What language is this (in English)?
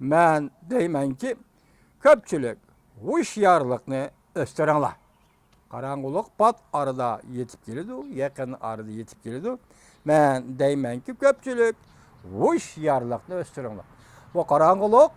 Uyghur